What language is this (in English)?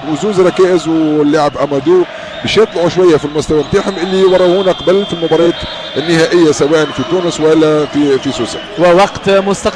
Tunisian Arabic